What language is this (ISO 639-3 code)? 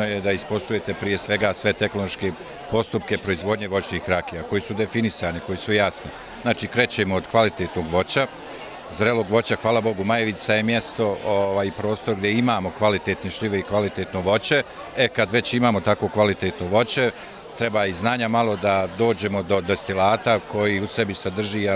bos